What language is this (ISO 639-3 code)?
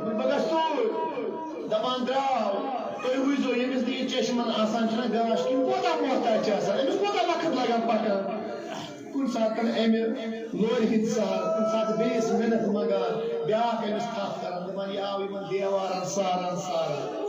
kas